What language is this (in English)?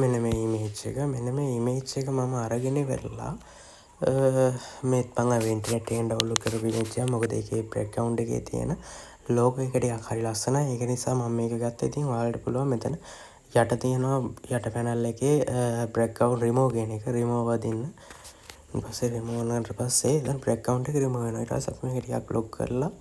Sinhala